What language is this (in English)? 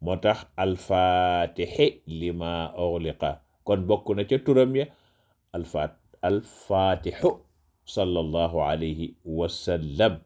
Wolof